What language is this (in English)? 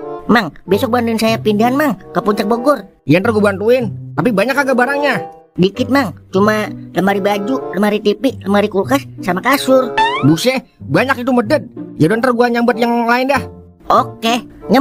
Betawi